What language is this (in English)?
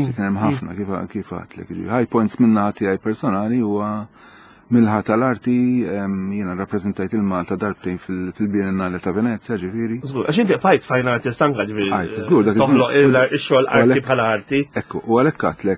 Maltese